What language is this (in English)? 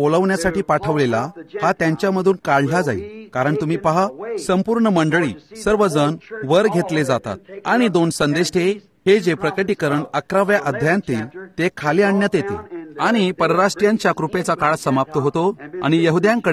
Marathi